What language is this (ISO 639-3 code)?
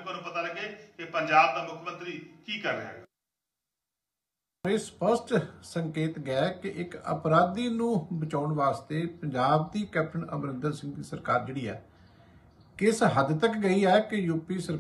pan